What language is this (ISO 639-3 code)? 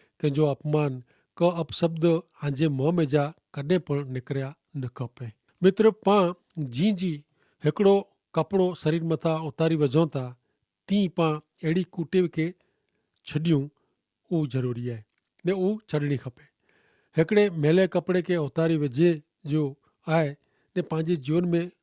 kfr